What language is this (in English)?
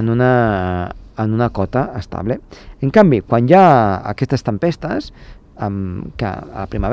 Catalan